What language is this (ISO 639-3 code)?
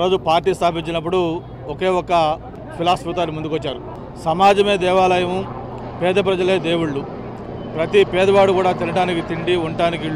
tel